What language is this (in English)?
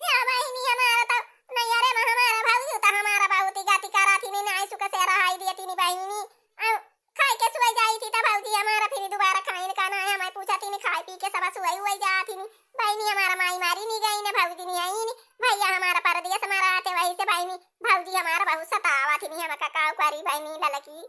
Awadhi